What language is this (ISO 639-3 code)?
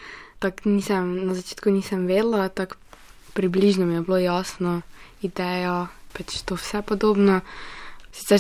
slv